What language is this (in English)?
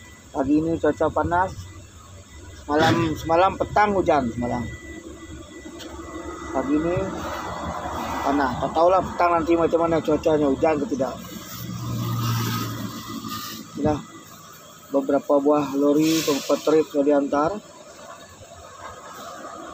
Malay